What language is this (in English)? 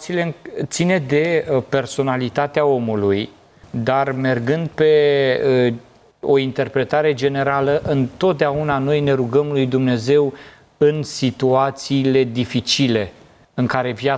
Romanian